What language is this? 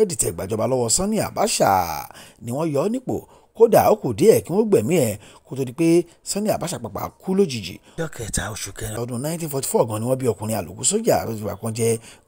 Yoruba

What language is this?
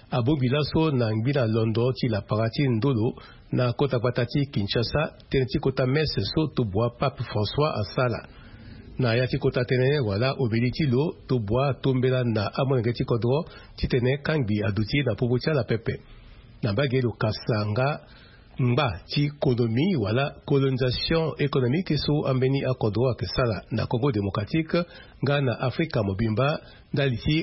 Sango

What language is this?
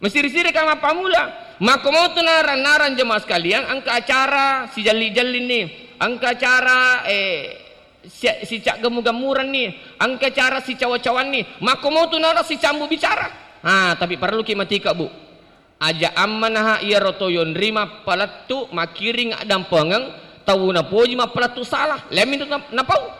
Buginese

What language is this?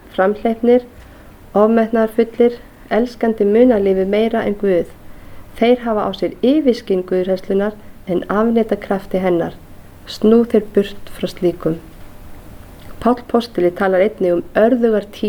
Icelandic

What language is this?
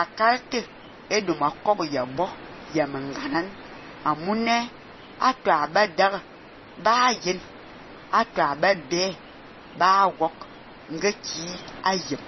Fang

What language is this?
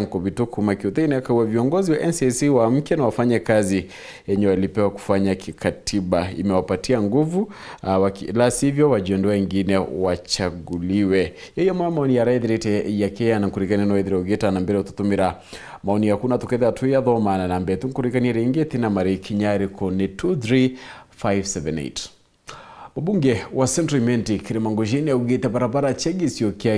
Meru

